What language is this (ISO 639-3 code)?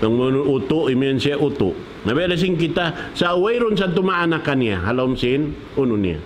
tsg